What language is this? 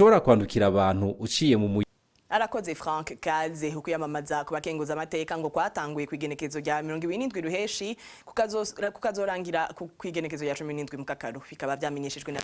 Rundi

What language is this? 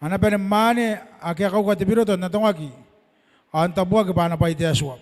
Gilbertese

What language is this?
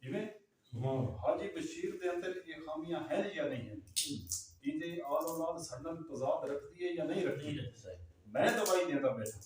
Saraiki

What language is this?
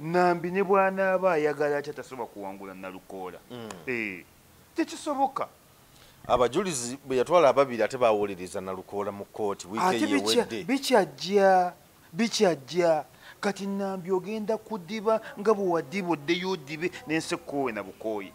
Ganda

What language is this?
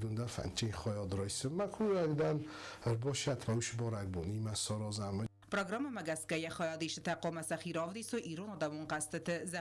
Ossetic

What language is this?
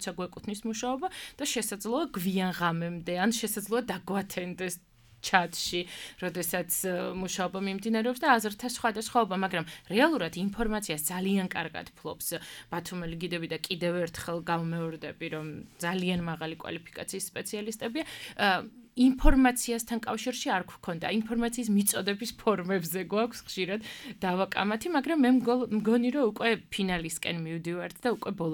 Georgian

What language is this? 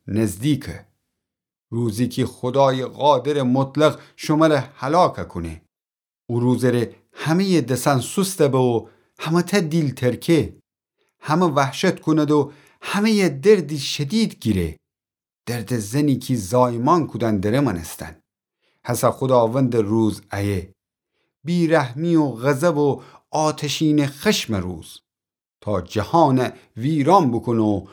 Gilaki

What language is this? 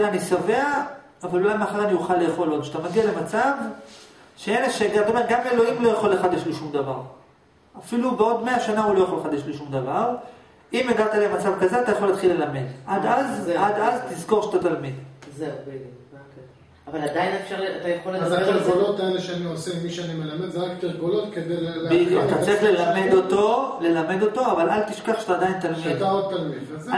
Hebrew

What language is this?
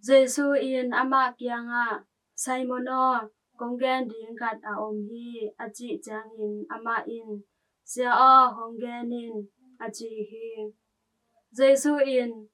Tedim Chin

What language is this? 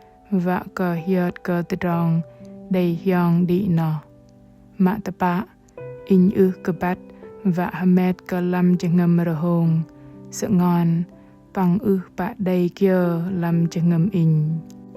Bahnar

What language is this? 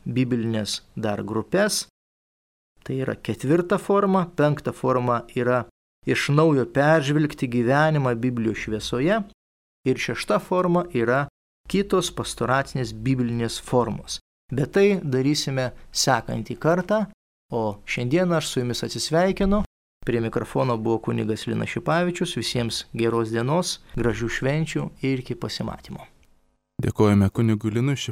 Lithuanian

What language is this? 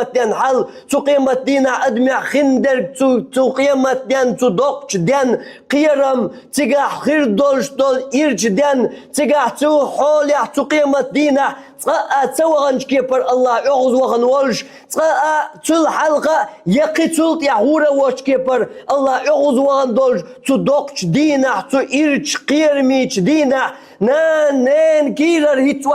Chechen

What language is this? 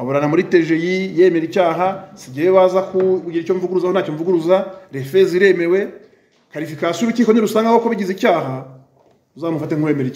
Kinyarwanda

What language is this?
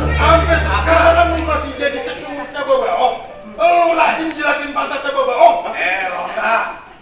Betawi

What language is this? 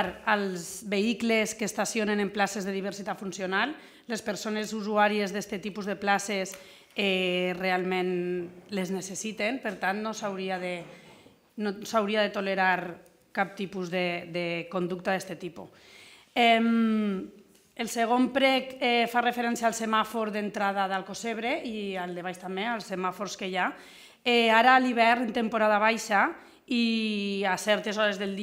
Catalan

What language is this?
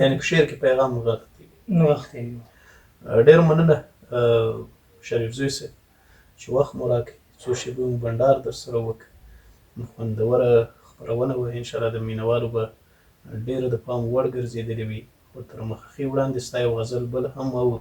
Pashto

